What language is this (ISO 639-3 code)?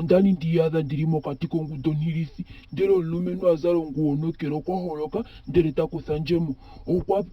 ndo